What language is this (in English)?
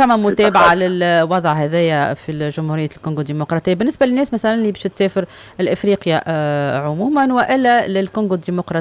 Tunisian Arabic